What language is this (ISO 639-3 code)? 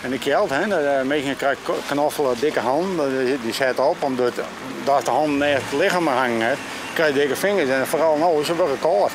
fry